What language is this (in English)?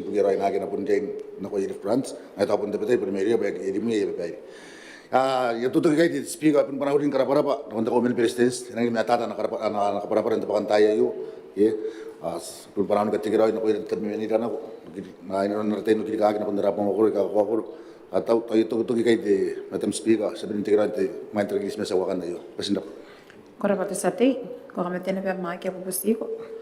Gilbertese